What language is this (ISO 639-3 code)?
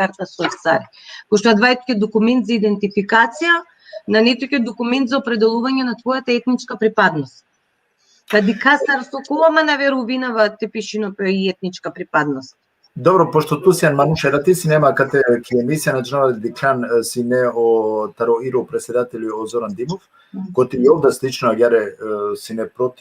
rmn